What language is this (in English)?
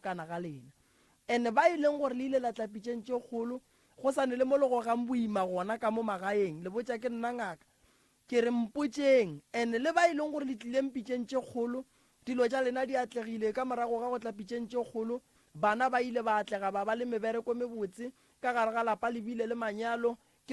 Northern Sotho